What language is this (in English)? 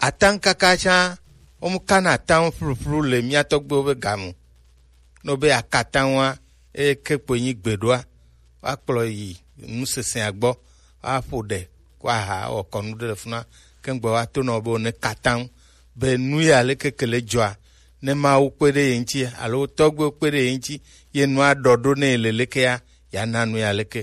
Gen